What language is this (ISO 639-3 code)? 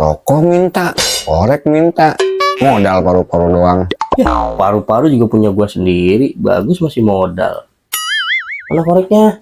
bew